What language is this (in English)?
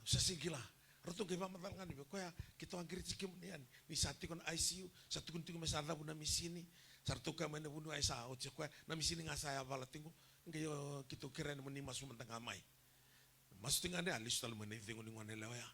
Fijian